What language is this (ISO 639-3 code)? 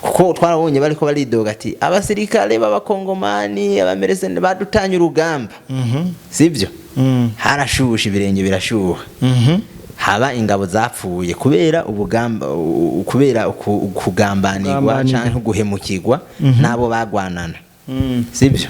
run